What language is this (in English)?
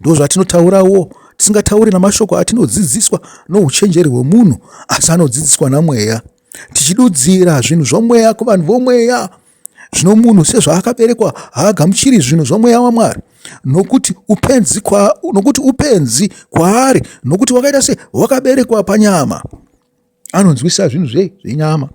Shona